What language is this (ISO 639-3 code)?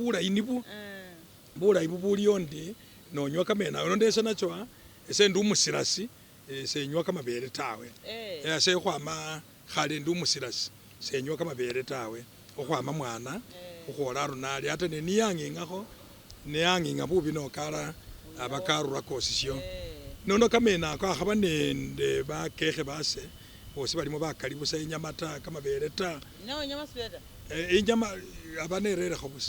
myx